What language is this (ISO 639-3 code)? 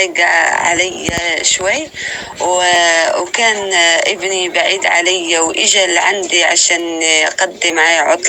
apc